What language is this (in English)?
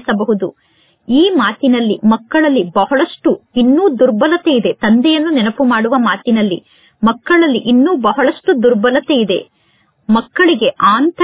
Kannada